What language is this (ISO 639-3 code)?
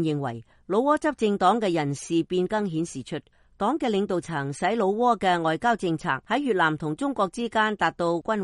yue